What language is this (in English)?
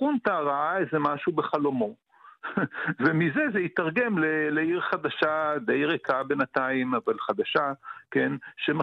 Hebrew